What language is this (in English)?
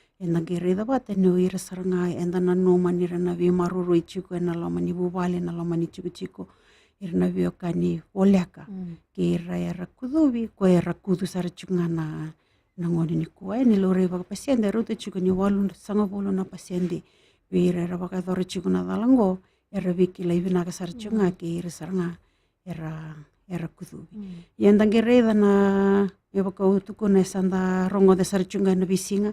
Fijian